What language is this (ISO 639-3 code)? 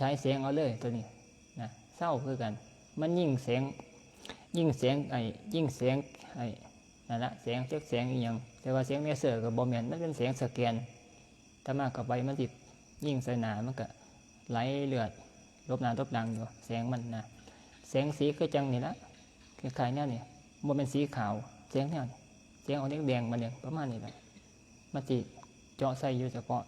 tts